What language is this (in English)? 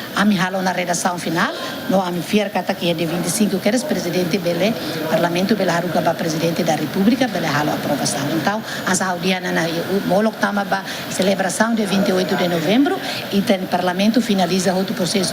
Tetum